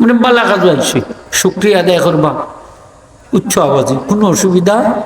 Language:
Sylheti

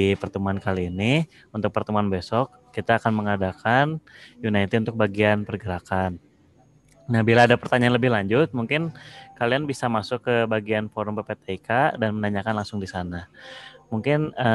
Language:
Indonesian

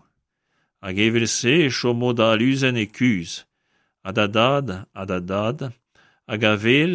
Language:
Breton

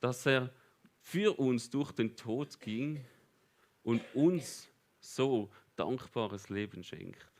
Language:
Swiss German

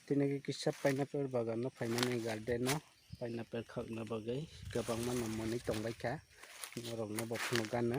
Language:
Kok Borok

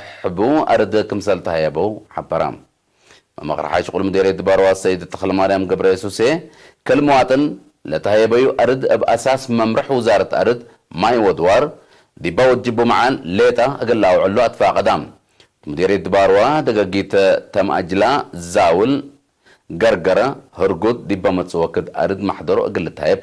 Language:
Tigre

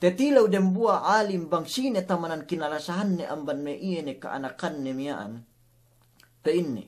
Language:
Yakan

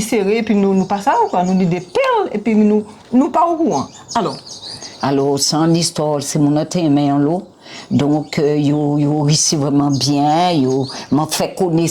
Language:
Guadeloupean Creole French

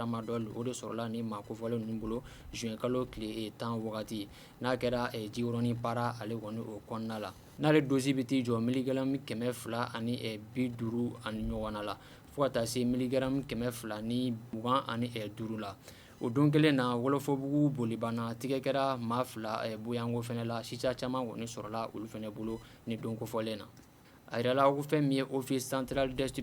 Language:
Bambara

